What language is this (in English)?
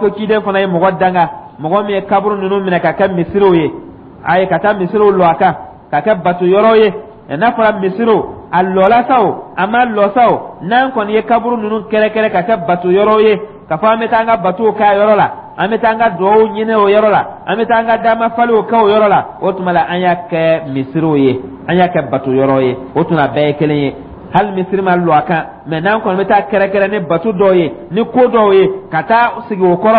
Dyula